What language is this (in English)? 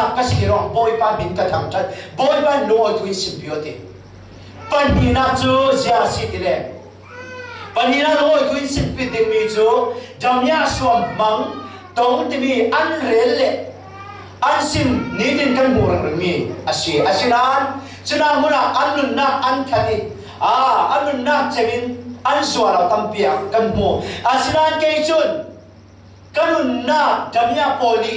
Falam Chin